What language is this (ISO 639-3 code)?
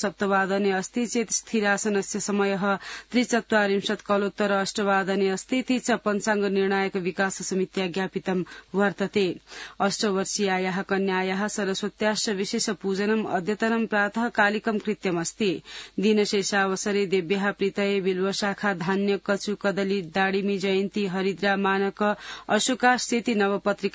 san